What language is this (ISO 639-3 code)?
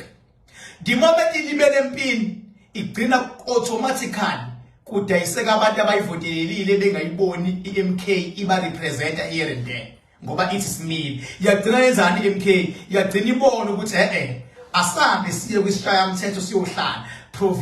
zul